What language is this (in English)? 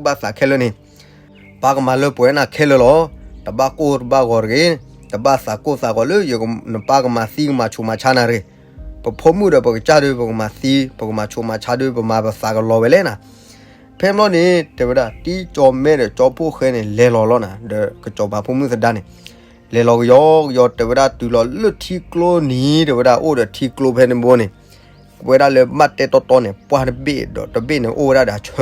S'gaw Karen